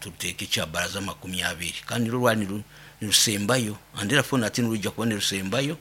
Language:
Nyoro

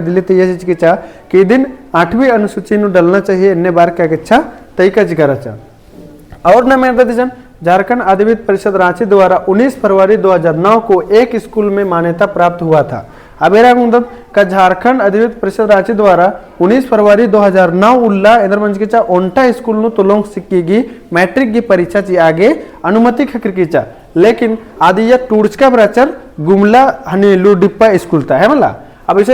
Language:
Kurukh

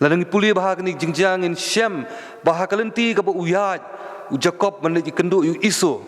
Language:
Khasi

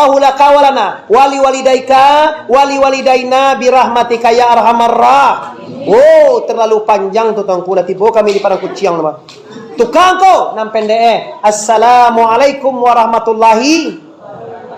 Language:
Minangkabau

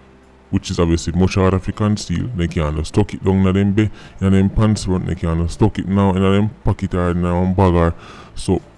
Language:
Jamaican Creole English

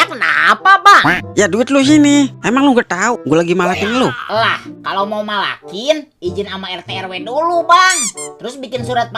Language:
Betawi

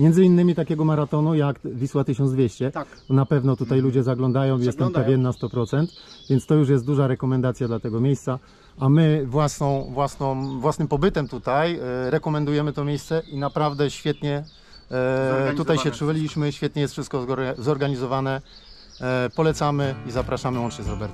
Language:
Polish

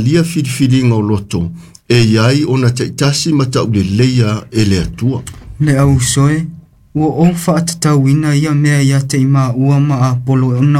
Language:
Samoan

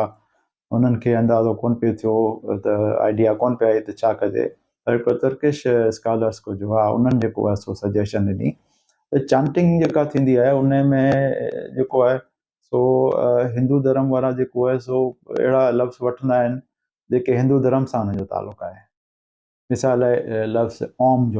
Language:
Sindhi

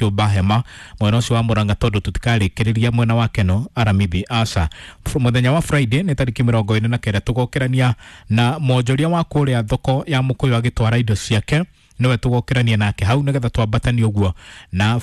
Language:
Kikuyu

